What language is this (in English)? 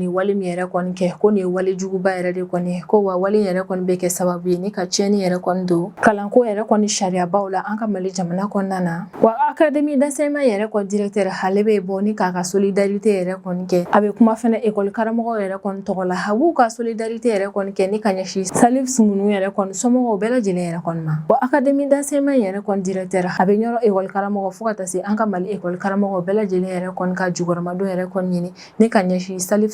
Bambara